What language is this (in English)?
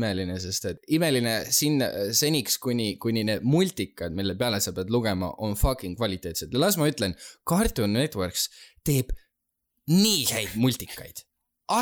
Estonian